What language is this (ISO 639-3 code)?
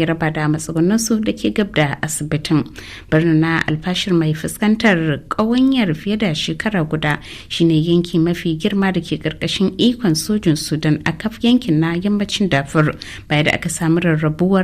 hau